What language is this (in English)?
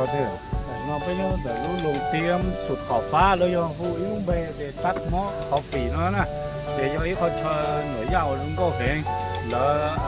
Hmong